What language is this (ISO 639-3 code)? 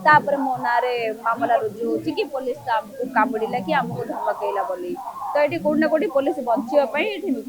ori